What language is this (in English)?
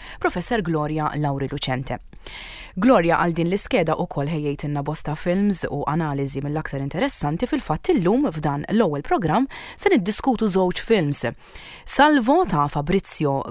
Maltese